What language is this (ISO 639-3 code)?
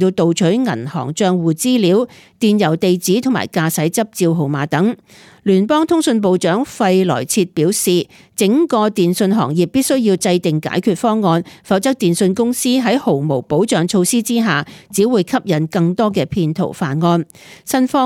yue